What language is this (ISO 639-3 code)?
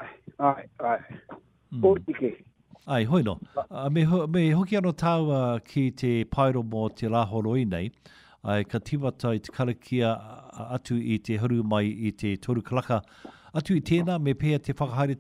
mri